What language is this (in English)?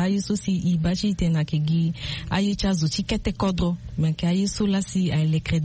Sango